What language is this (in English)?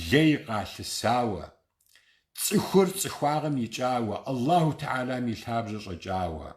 Kabardian